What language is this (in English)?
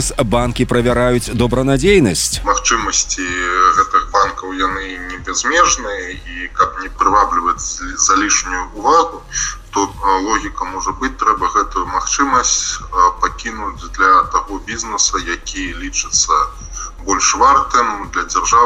Belarusian